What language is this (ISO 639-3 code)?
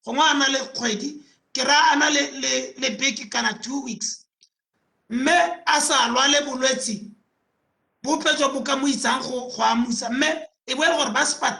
tsn